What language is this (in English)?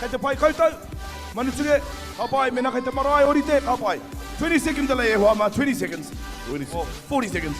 Māori